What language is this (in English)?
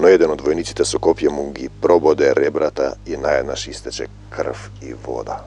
Macedonian